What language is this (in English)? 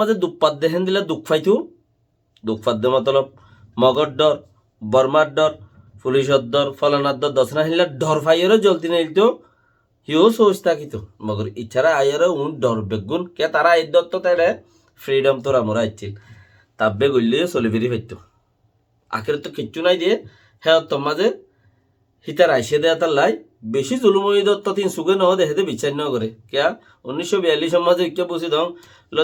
Rohingya